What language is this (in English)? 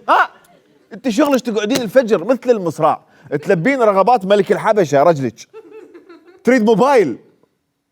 Mesopotamian Arabic